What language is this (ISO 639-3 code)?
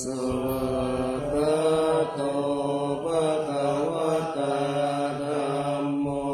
pli